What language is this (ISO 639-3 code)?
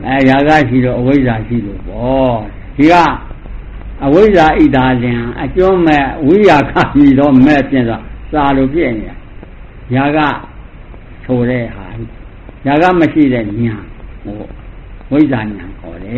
mya